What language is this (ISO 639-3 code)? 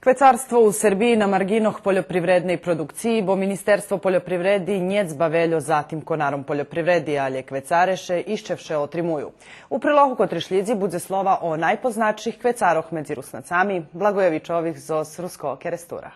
rue